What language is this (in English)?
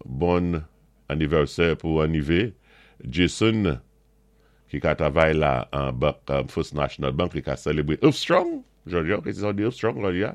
Saint Lucian Creole French